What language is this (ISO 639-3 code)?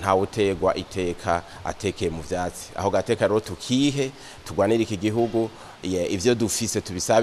run